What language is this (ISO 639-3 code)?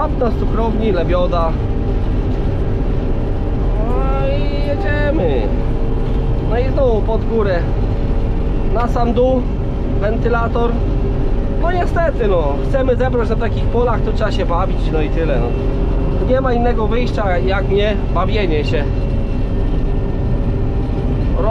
pol